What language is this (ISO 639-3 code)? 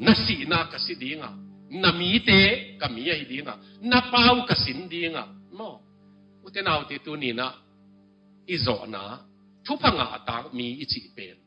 ctd